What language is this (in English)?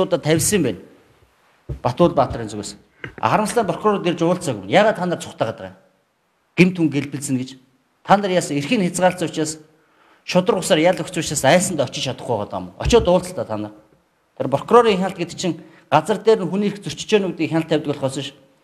Mongolian